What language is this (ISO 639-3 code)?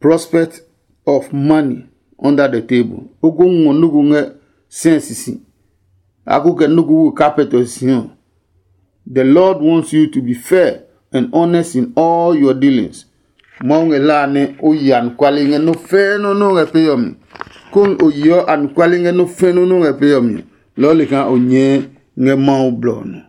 ada